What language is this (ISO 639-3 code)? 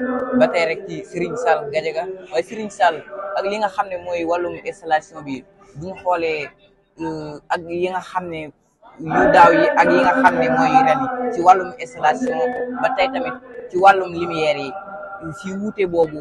wol